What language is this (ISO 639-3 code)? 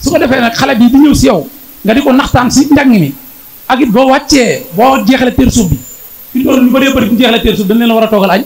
wol